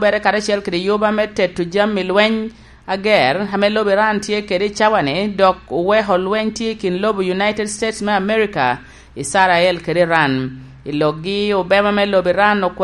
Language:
Lango (Uganda)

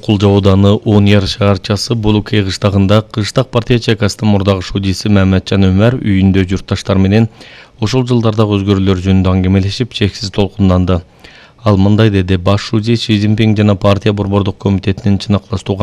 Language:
Kyrgyz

